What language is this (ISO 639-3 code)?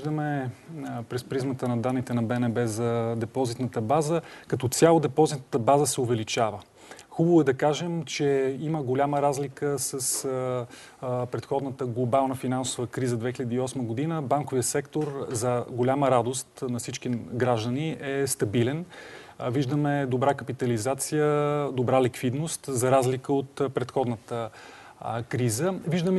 bul